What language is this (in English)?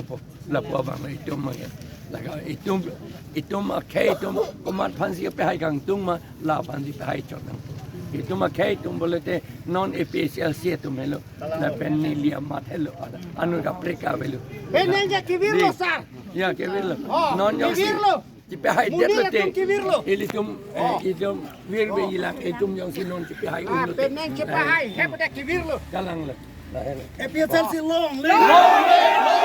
Karbi